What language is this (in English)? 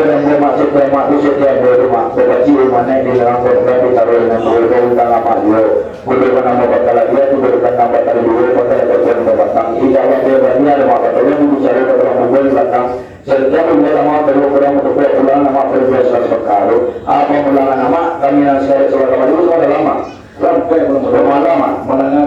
Minangkabau